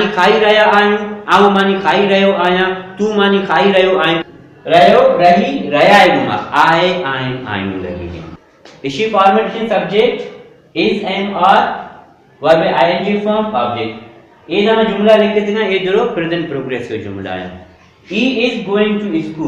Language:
Baluchi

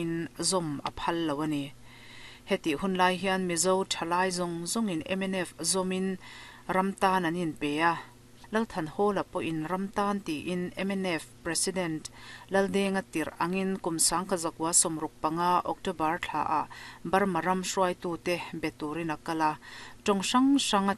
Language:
Mizo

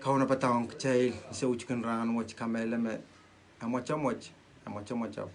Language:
Pohnpeian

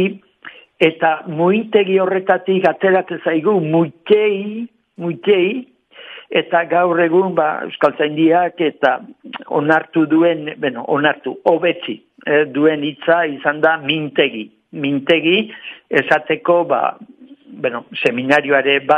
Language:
Basque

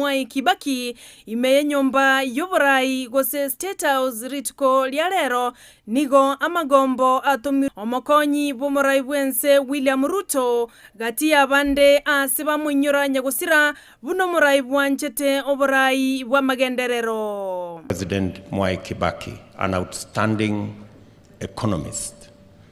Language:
Gusii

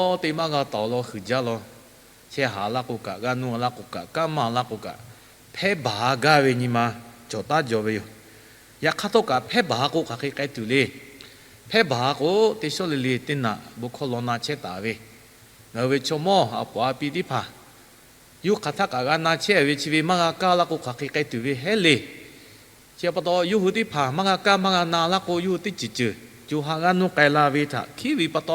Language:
Lahu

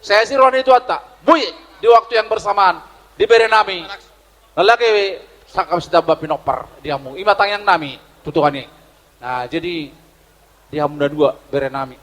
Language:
Batak Toba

